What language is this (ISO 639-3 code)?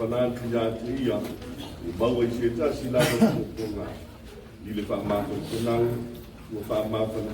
smo